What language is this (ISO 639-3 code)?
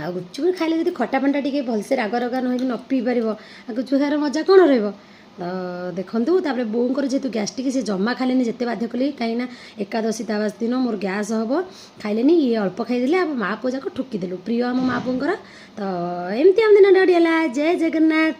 ori